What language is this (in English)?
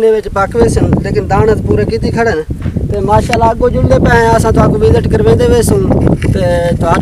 Saraiki